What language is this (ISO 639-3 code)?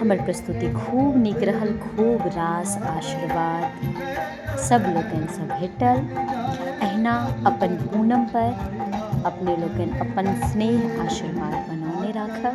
mai